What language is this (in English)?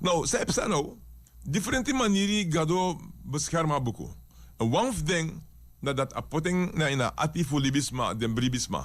Sranan Tongo